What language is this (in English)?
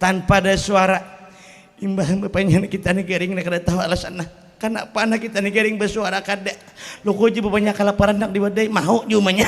Banjar